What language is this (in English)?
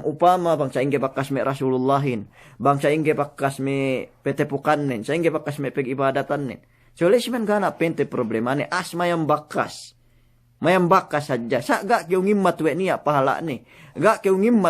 Yakan